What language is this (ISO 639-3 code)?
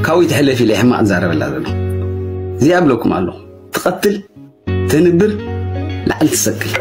tir